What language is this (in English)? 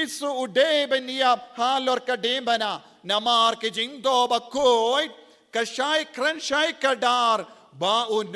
Khasi